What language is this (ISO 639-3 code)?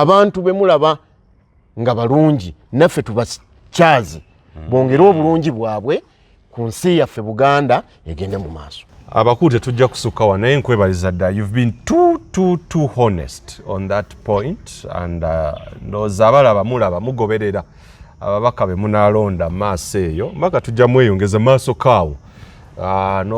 lug